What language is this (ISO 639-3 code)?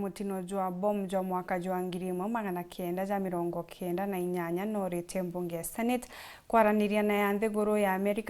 mer